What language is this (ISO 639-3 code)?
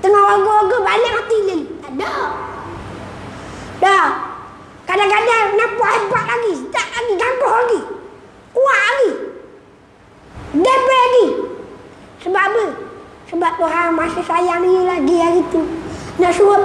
msa